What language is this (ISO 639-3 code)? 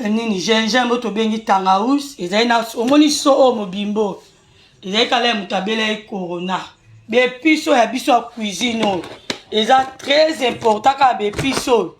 lin